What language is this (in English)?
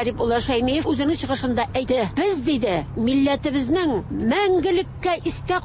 Tatar